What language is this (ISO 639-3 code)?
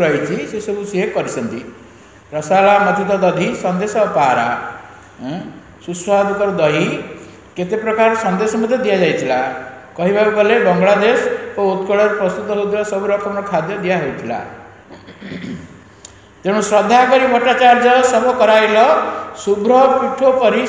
ori